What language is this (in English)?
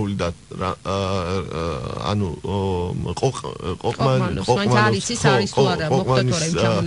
Georgian